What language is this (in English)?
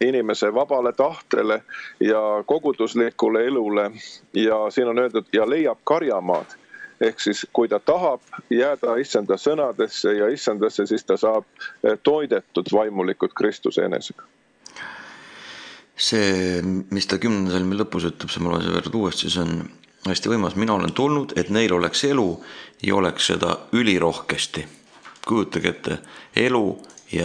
Estonian